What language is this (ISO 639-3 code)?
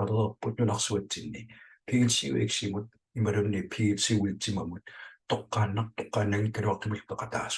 kal